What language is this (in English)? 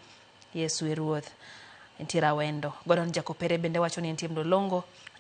Luo (Kenya and Tanzania)